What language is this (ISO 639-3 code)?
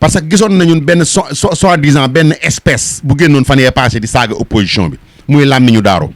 wol